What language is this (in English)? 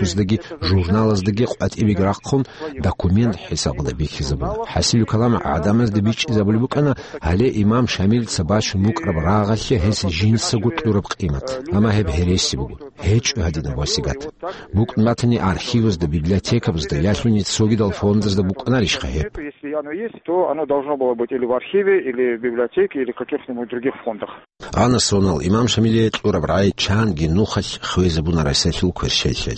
Avaric